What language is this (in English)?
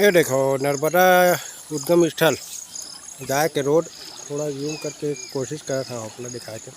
Chhattisgarhi